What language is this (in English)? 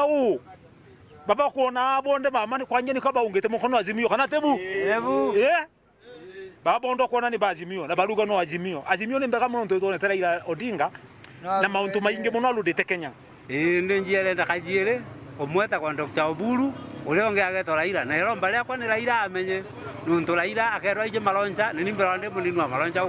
Meru